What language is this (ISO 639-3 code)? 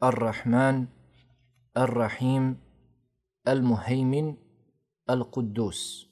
bos